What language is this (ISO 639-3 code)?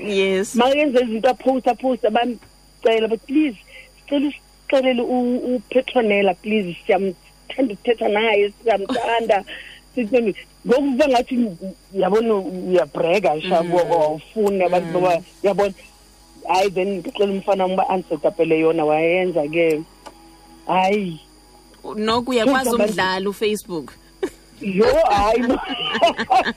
xho